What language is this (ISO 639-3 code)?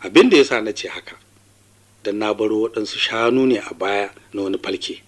hau